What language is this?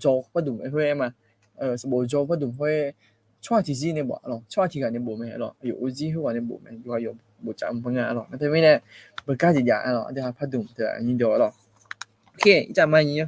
Akha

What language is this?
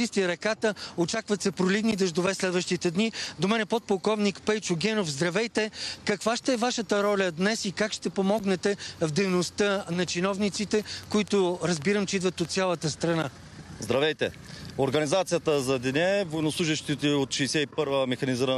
Bulgarian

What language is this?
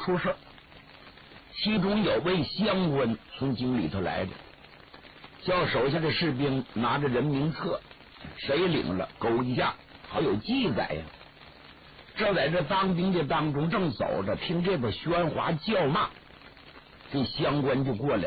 Chinese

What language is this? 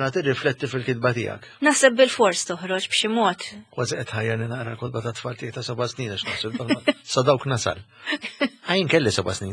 Maltese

